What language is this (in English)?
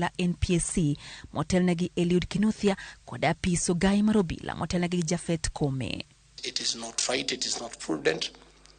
Luo (Kenya and Tanzania)